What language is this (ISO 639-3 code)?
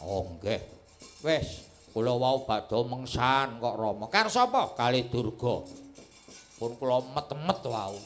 jav